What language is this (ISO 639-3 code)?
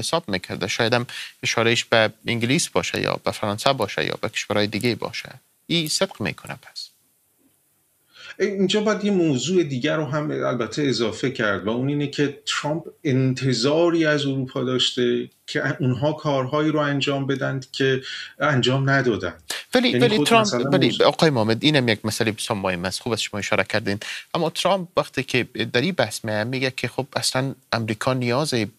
fas